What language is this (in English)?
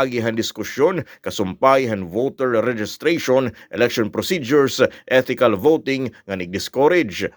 Waray